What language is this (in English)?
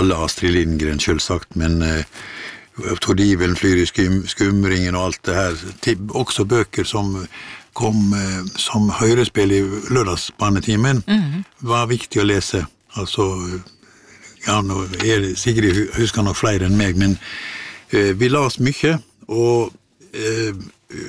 Norwegian